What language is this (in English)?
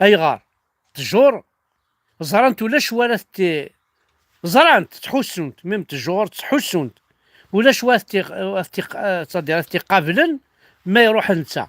Kabyle